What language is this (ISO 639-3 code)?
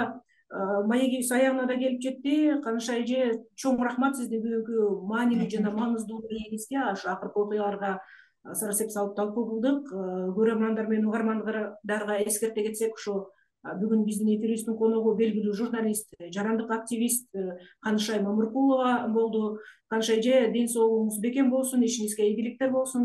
kir